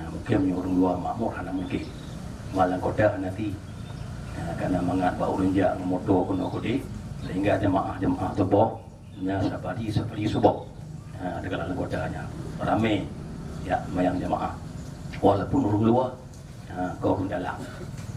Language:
Achinese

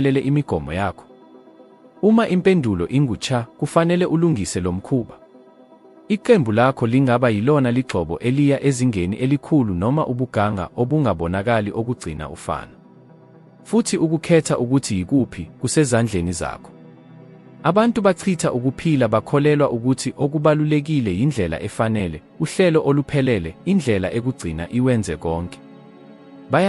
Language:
Zulu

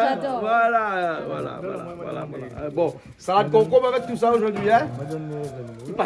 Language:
Réunion Creole French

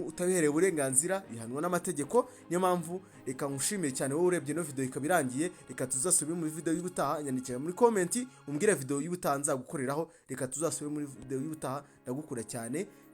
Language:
Kinyarwanda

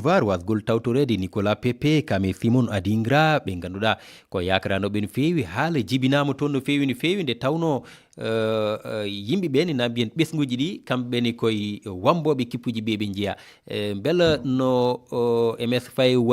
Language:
Fula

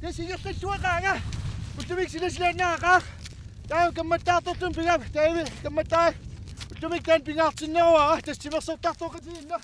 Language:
Kalaallisut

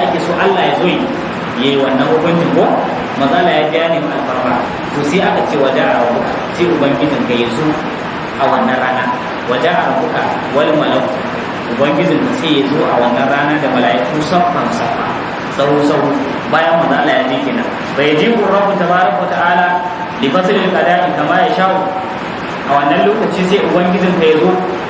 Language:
Hausa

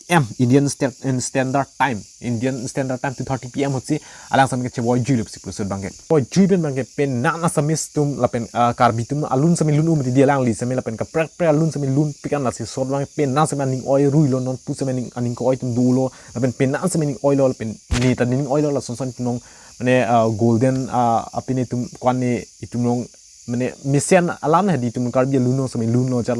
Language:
Karbi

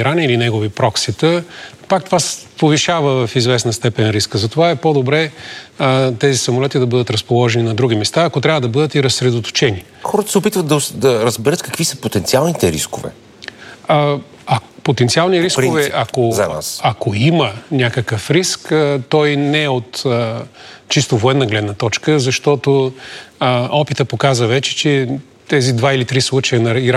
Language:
Bulgarian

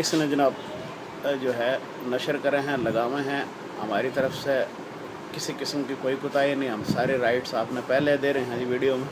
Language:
Haryanvi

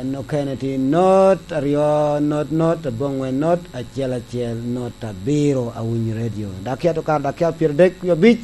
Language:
Lango (Uganda)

